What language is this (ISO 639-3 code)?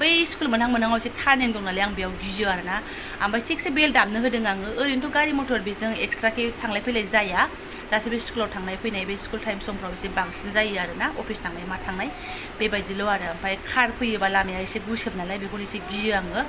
brx